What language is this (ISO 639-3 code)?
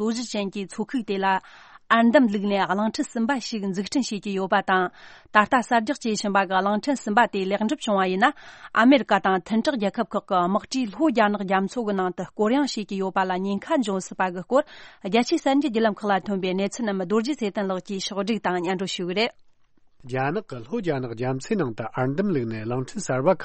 bod